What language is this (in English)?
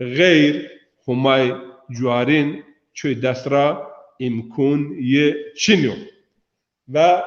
Zaza